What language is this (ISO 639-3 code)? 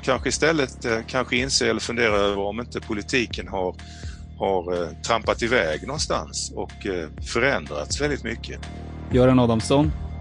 swe